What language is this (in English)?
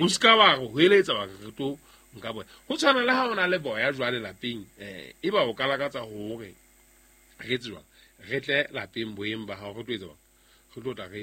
Southern Sotho